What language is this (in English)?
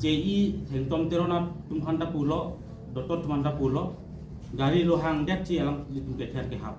Karbi